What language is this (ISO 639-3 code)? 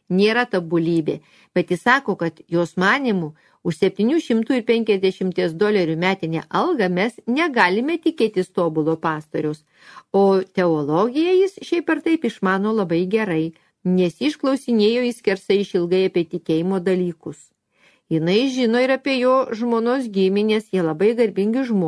lit